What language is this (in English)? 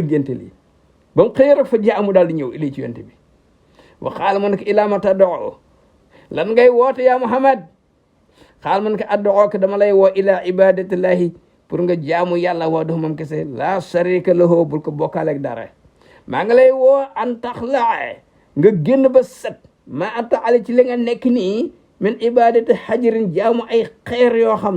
Wolof